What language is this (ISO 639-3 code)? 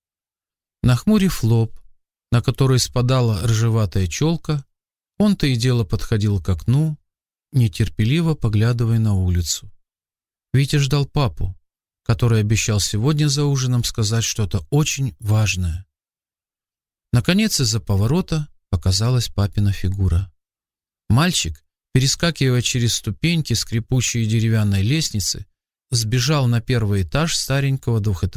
rus